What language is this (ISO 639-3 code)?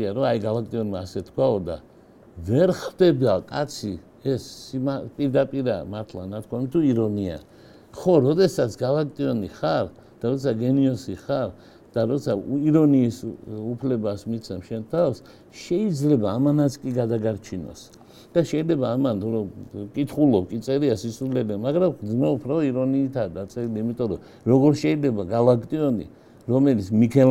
kat